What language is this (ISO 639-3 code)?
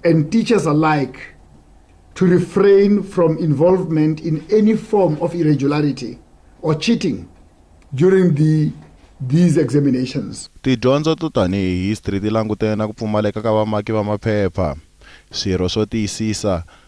tso